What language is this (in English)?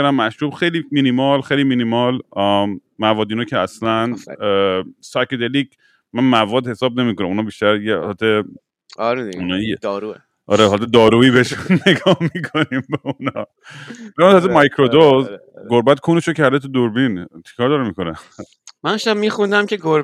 Persian